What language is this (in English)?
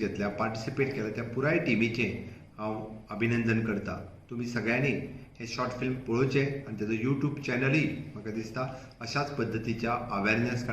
Konkani